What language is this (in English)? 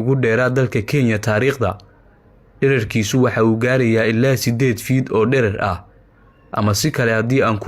Somali